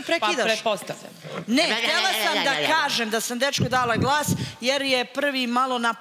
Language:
Serbian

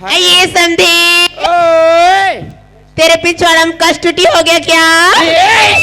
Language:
Chhattisgarhi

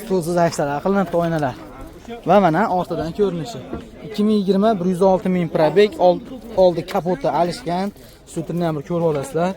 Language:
Uzbek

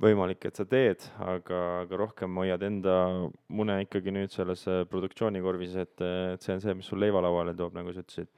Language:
Estonian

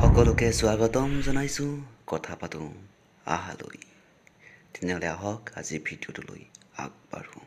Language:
Assamese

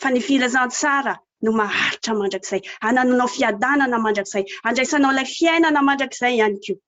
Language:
Malagasy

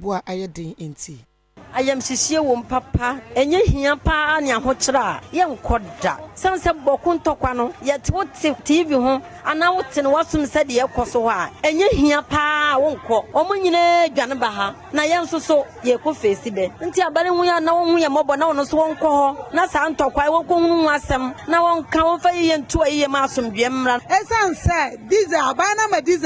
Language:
Akan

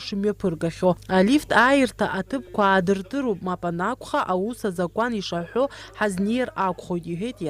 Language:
Abkhazian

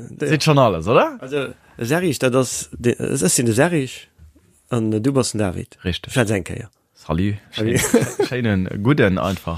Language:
Luxembourgish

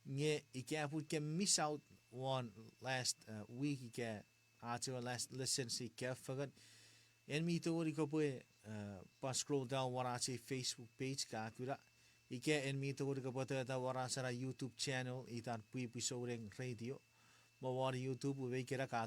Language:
Chuukese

